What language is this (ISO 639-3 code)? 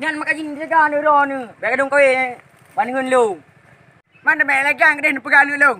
ace